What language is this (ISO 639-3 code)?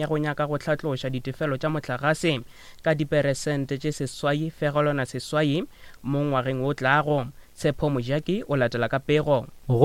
nso